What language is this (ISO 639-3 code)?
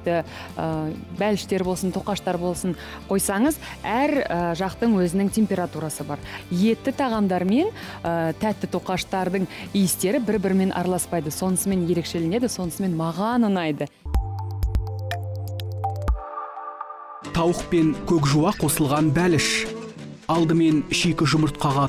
kaz